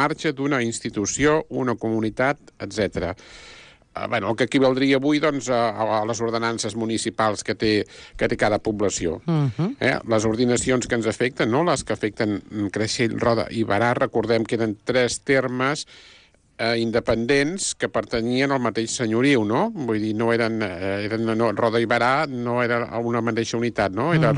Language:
Catalan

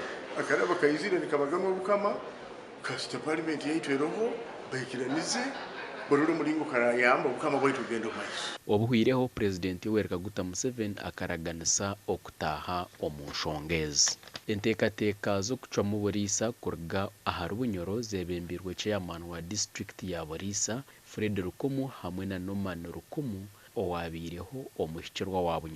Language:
Nyankole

